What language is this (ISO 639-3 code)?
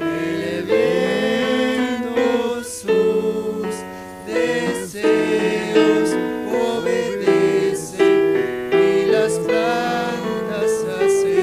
aym